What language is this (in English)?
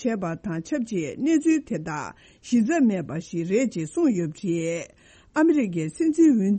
Tibetan